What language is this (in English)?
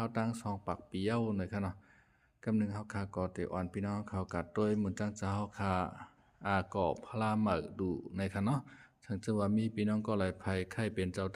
Shan